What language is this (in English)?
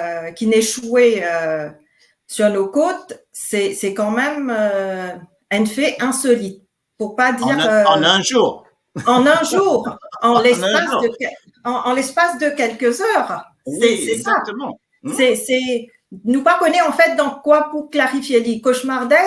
Morisyen